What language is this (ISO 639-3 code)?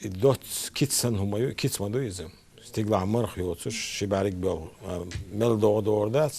che